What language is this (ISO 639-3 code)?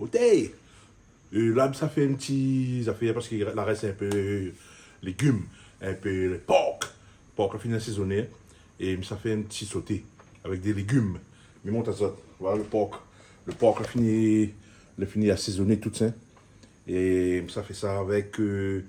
rcf